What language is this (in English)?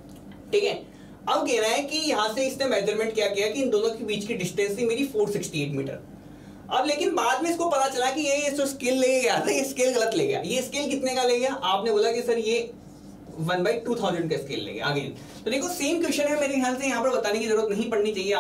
Hindi